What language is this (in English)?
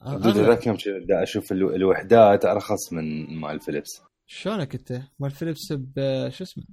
Mesopotamian Arabic